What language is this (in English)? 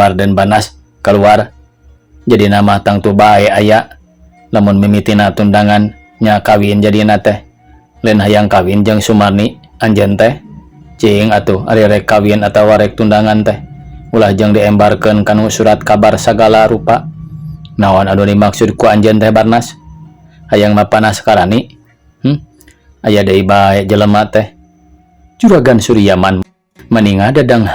Sundanese